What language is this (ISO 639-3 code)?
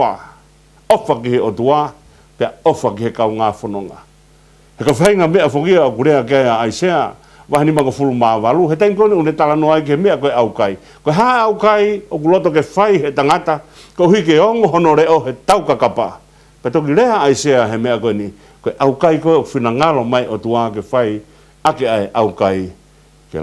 ton